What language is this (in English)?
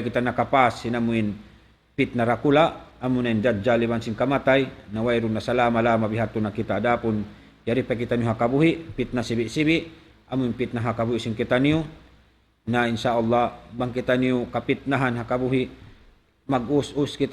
Tausug